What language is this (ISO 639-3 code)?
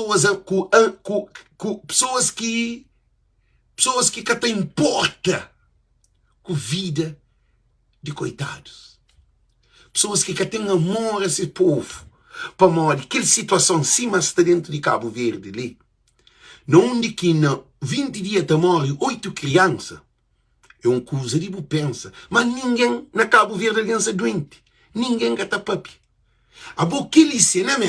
kea